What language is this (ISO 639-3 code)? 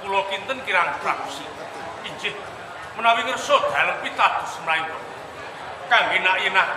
jav